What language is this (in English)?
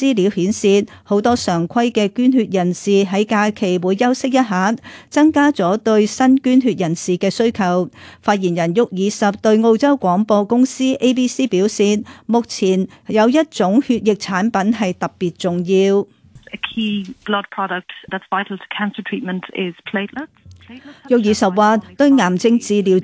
Cantonese